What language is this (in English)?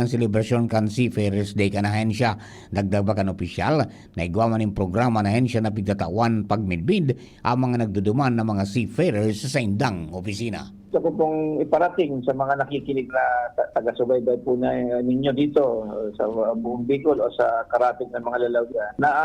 Bikol